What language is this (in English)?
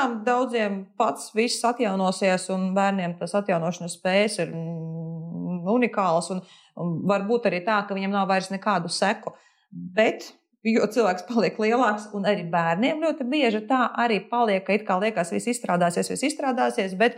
Latvian